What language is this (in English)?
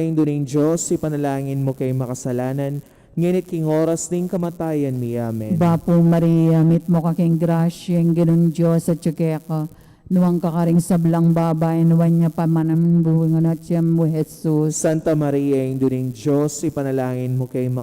Pampanga